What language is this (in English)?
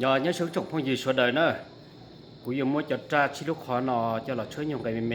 Hmong